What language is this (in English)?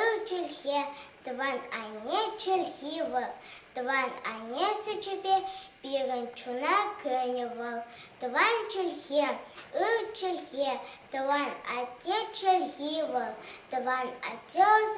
Chuvash